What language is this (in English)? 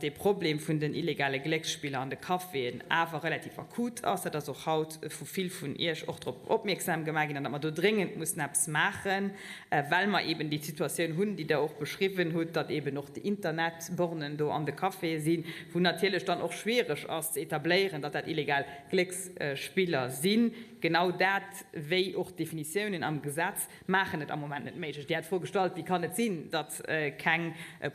Luxembourgish